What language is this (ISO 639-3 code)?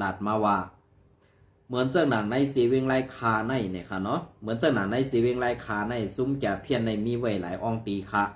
shn